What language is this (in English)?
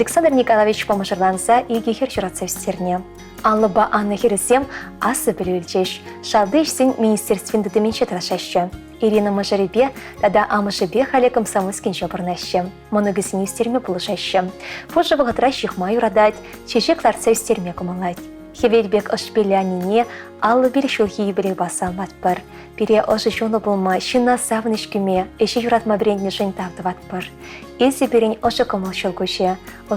Chuvash